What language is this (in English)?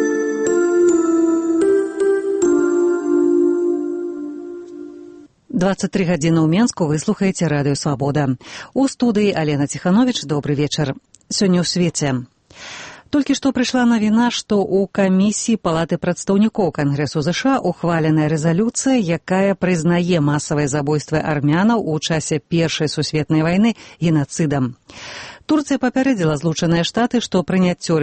Belarusian